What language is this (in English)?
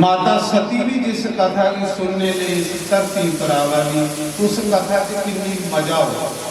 Dogri